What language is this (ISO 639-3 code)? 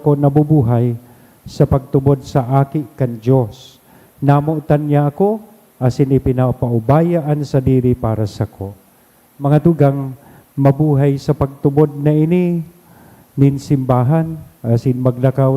bik